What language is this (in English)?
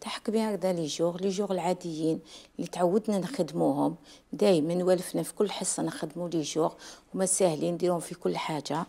Algerian Arabic